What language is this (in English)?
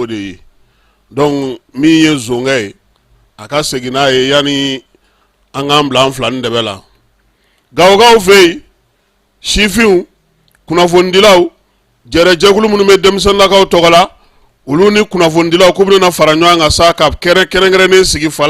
Bambara